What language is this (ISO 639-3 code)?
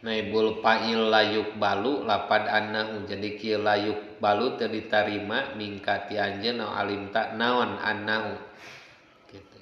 sun